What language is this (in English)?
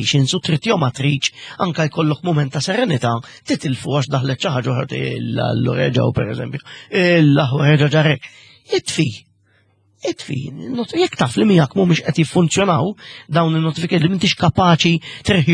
Maltese